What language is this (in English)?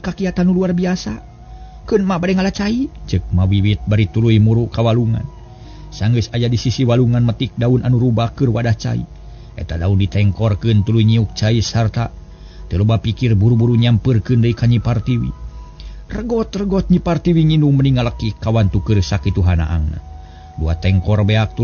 Sundanese